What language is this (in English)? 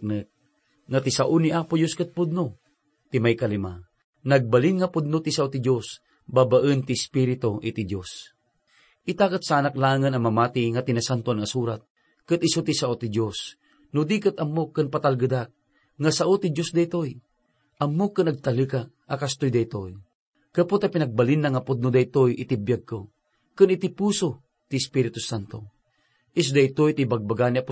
Iloko